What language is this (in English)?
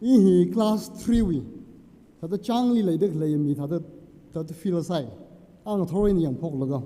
Tangkhul Naga (India)